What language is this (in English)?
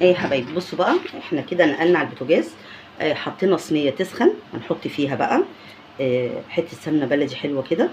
Egyptian Arabic